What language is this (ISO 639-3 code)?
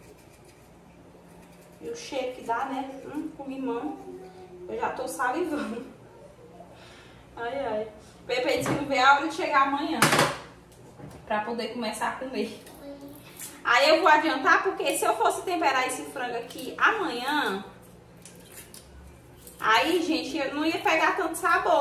por